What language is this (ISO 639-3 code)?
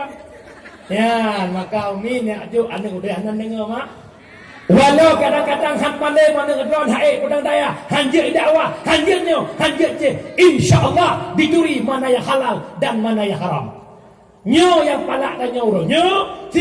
ace